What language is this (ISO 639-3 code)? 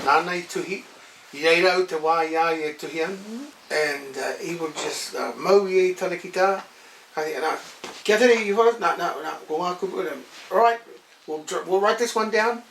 mri